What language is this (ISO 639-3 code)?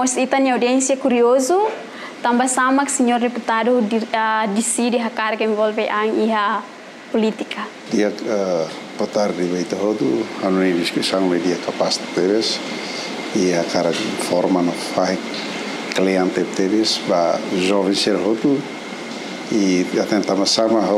tet